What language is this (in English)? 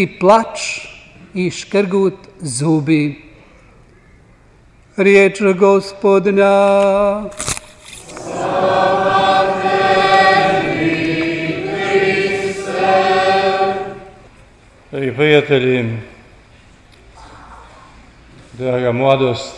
Croatian